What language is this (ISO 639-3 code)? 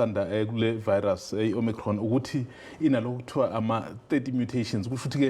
zul